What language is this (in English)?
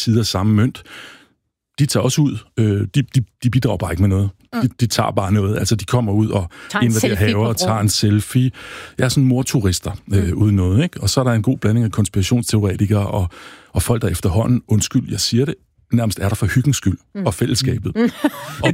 Danish